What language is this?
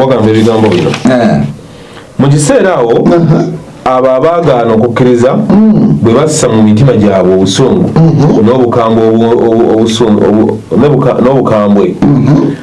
Ganda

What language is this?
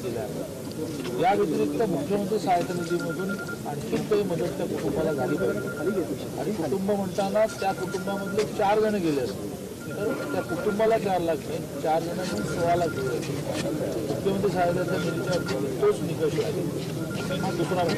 Marathi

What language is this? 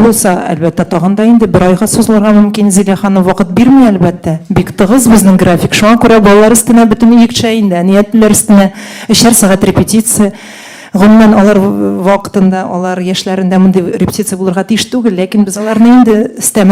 Tatar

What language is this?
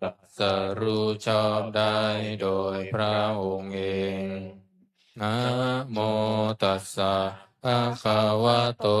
Pali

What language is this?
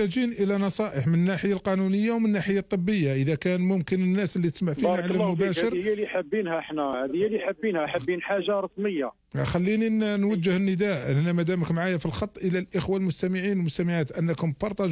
Algerian Arabic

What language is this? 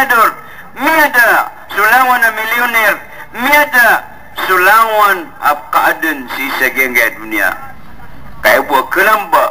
Maranao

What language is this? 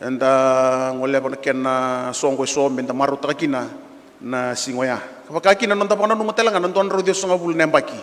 Fijian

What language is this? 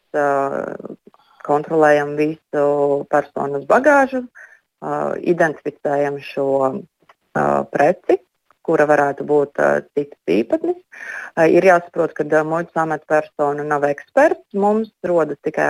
Latvian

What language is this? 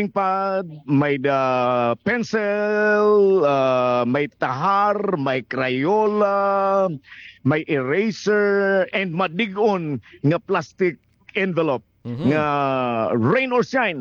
Waray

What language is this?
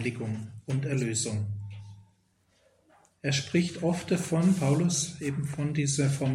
German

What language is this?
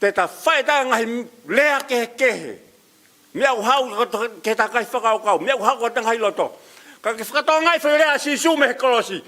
Tongan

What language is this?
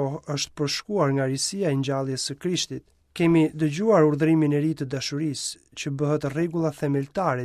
Albanian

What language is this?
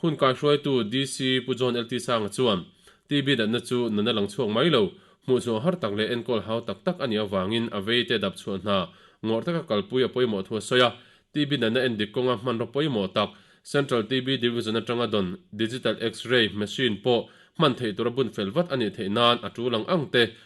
Mizo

